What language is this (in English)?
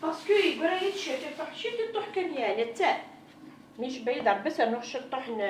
Kabyle